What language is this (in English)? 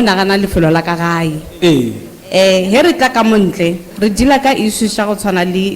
Northern Sotho